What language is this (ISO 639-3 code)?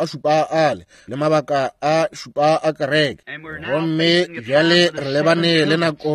nso